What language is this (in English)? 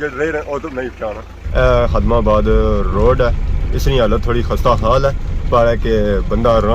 Pahari-Potwari